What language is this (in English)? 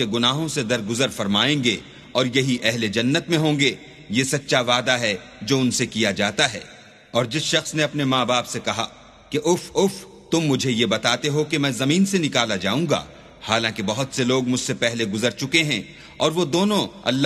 Urdu